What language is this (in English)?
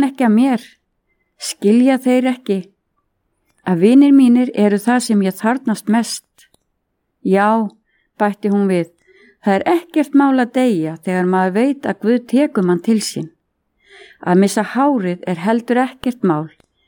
Icelandic